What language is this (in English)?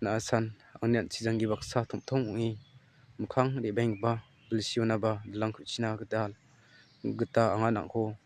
Garo